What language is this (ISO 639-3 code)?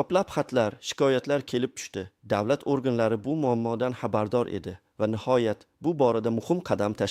uzb